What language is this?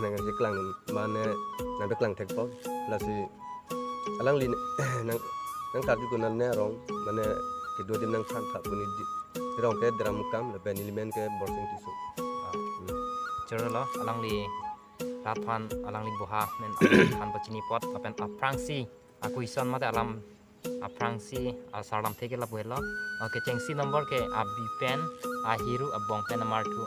Karbi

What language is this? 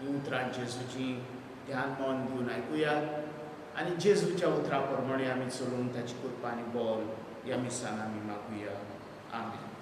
Konkani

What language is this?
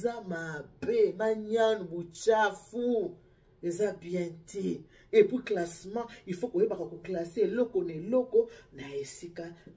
Lingala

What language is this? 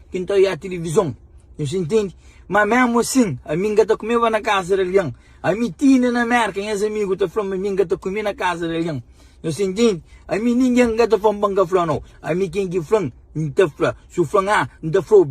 Kabuverdianu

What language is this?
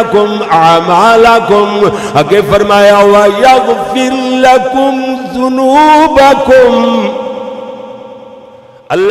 Urdu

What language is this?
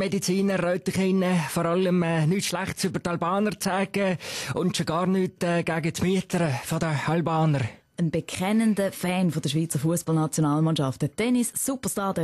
Swiss German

